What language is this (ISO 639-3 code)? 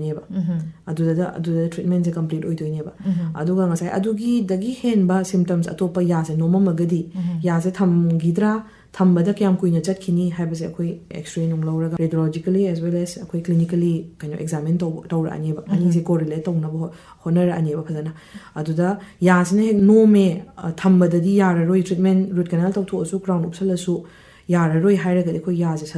mni